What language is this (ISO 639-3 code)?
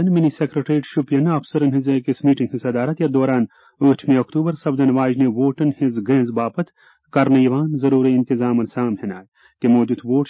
kas